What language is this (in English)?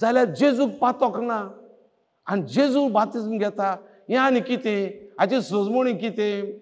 Konkani